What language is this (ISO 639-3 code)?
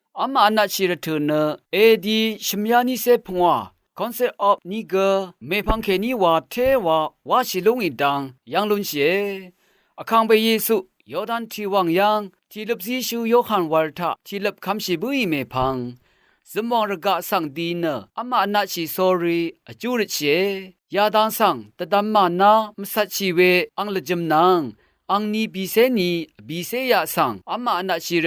raw